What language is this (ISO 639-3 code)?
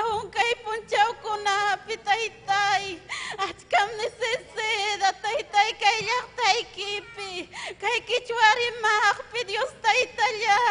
quy